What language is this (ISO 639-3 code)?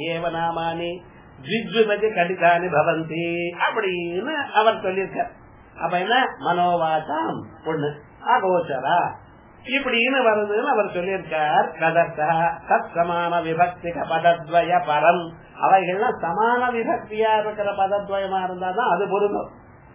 tam